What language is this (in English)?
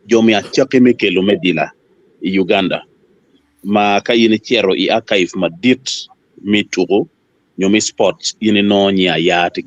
Acoli